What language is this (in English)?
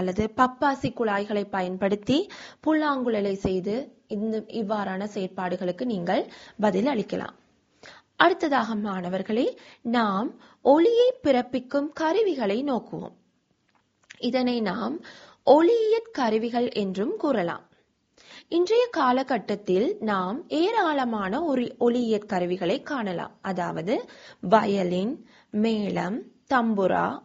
Tamil